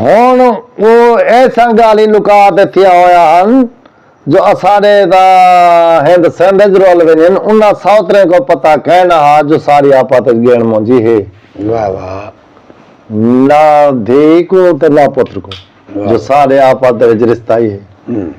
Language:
Saraiki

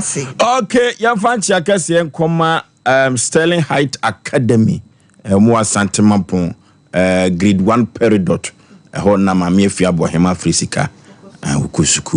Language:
Akan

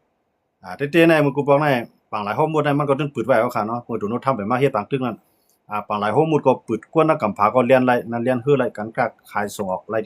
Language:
Shan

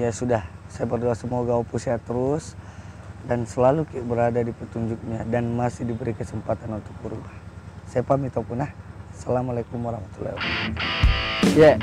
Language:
Makassar Malay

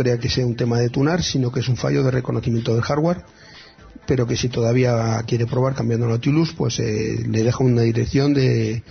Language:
Spanish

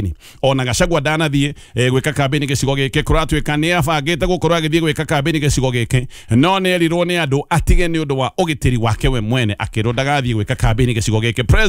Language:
Kikuyu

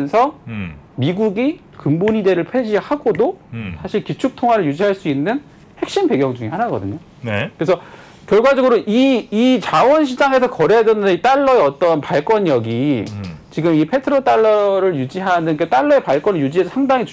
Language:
Korean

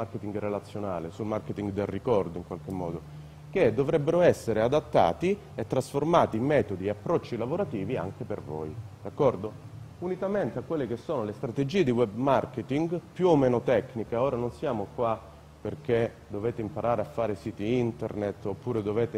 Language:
Italian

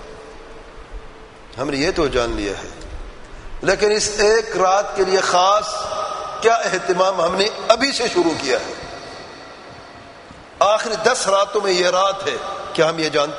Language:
Urdu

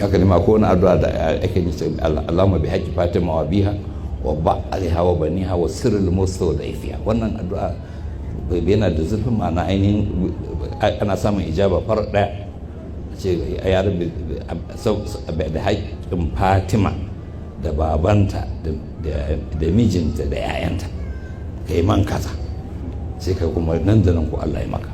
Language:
Hausa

